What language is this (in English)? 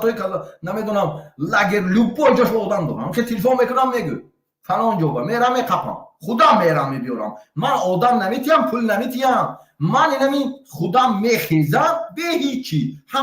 Tajik